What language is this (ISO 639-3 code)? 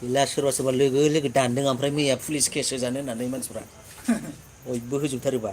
brx